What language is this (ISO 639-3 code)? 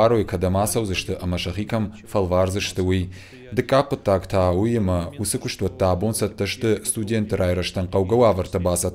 oss